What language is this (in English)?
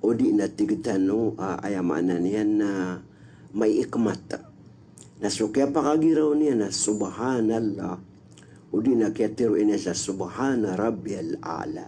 Maranao